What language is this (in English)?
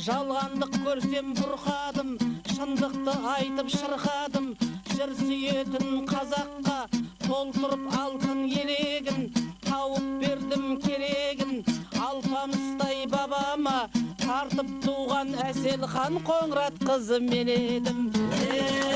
Kara-Kalpak